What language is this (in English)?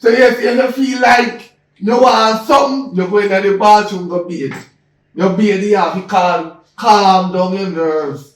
Jamaican Creole English